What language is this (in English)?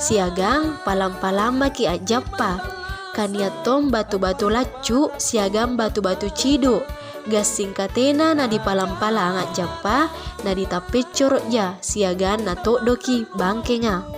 Makasar